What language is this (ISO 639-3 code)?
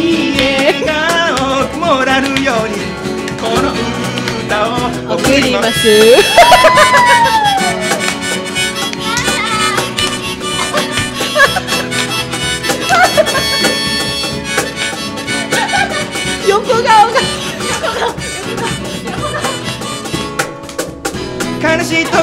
jpn